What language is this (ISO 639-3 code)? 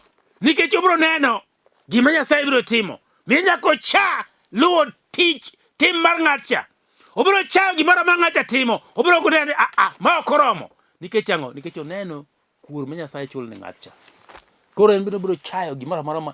luo